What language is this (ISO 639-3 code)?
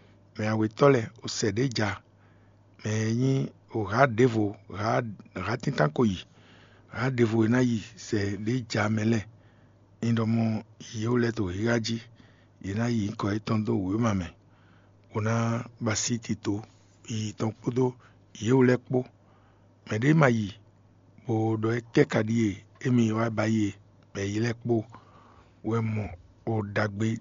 fon